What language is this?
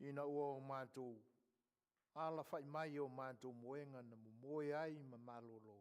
Samoan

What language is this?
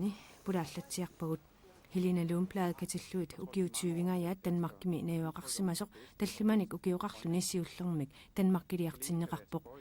Kalaallisut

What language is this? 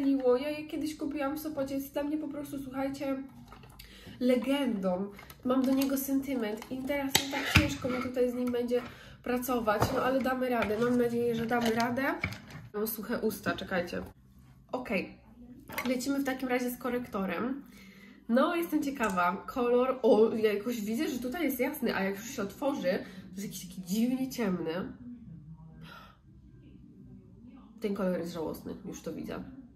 Polish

